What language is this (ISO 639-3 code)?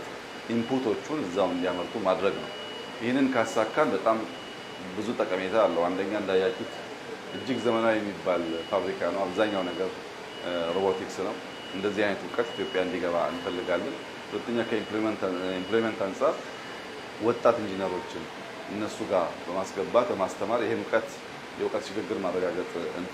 amh